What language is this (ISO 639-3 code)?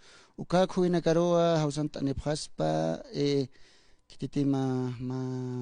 aym